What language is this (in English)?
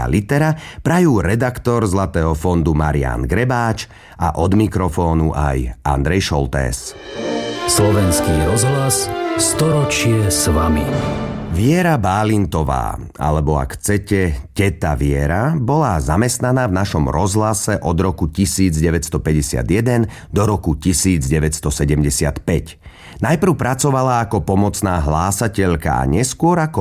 Slovak